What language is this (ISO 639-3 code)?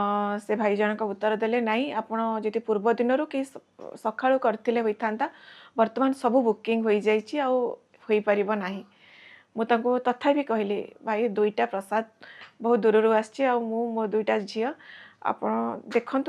ori